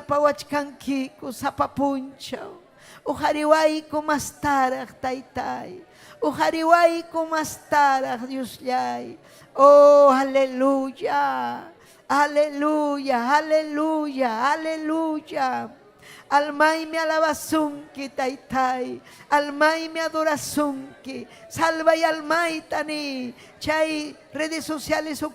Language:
Ayacucho Quechua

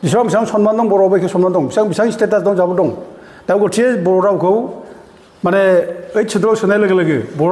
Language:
Bodo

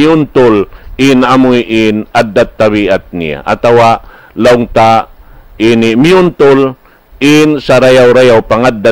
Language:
Tausug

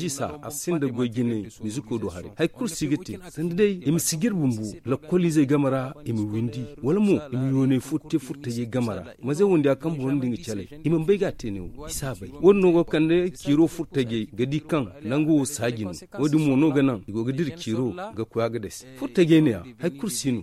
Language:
Zarma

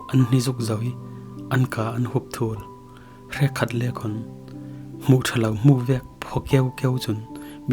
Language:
Falam Chin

